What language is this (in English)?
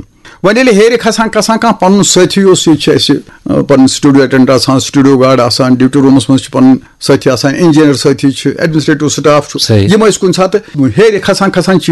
Kashmiri